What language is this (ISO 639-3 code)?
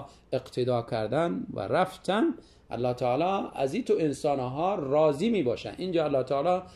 tgk